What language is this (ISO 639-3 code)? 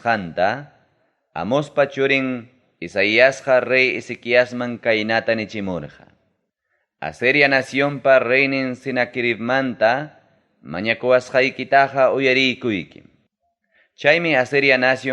quy